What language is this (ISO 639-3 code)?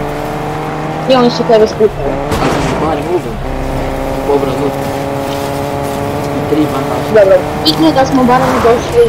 hrv